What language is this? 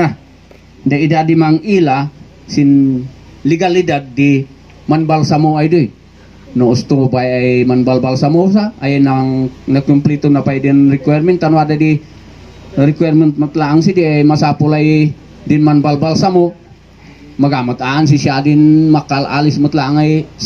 Kankanaey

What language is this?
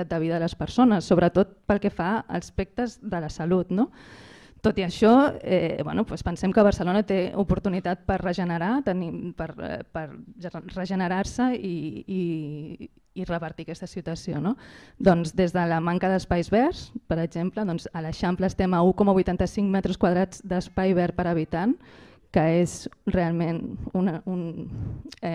Catalan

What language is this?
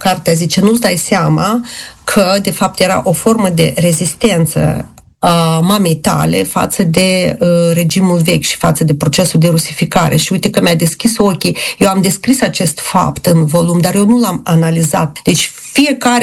Romanian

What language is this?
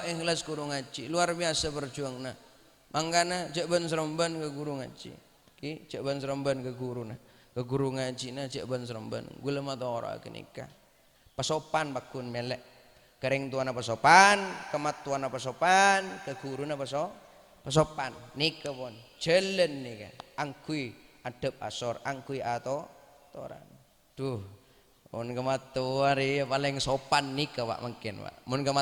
Madurese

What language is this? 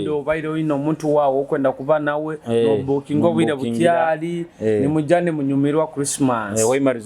Nyoro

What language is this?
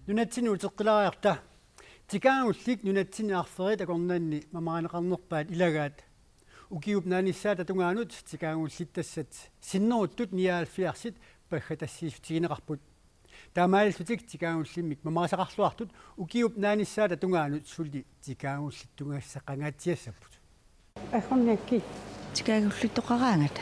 Kalaallisut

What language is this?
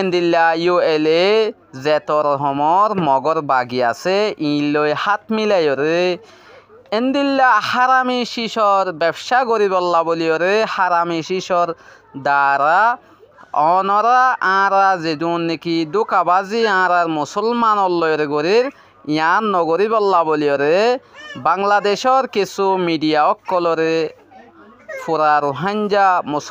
Rohingya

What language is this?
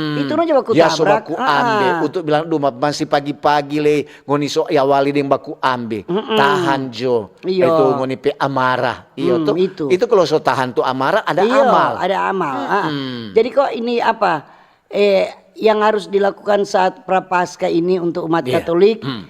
Manado Malay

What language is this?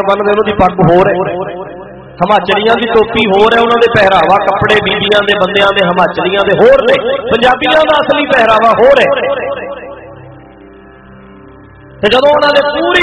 Punjabi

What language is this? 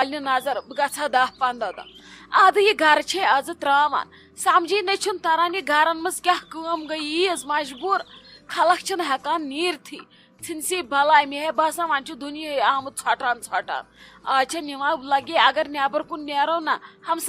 Kashmiri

